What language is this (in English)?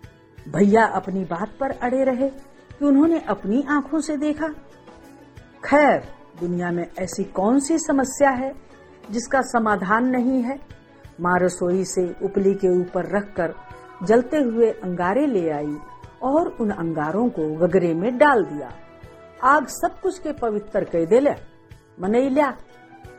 Hindi